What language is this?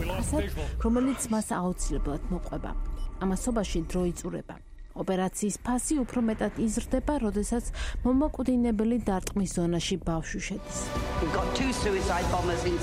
Georgian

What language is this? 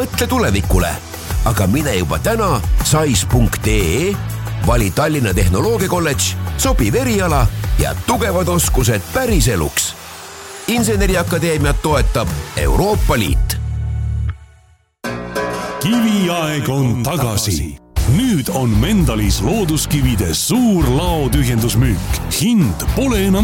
Estonian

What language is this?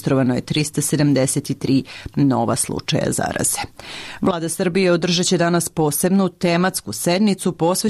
Serbian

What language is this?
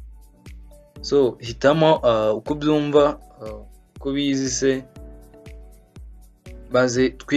Kinyarwanda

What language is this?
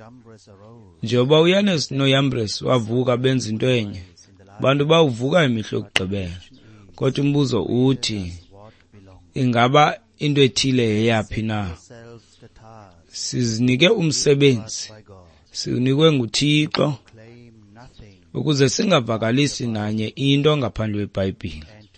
Xhosa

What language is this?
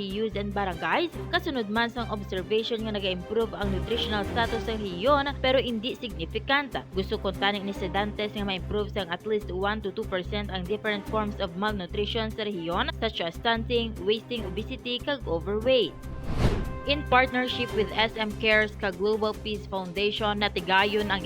Hiligaynon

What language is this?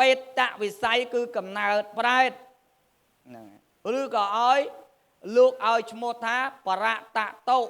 Khmer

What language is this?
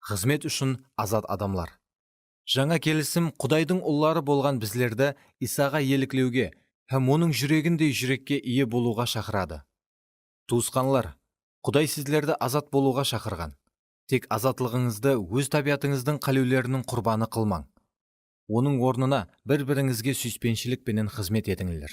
Kara-Kalpak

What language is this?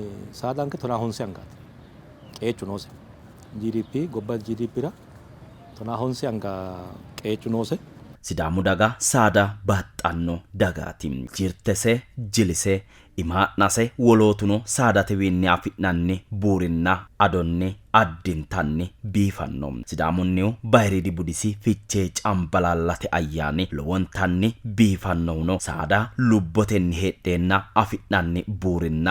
Sidamo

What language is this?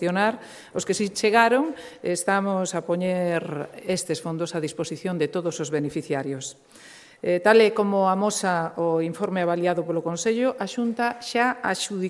Galician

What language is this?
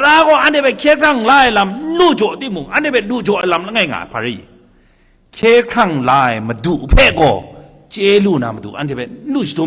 Kachin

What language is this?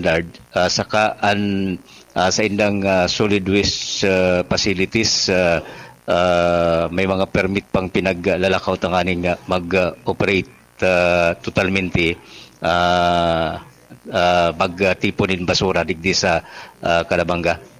Bikol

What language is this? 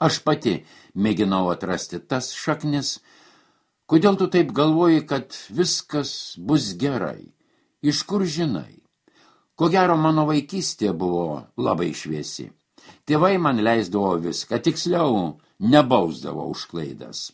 Lithuanian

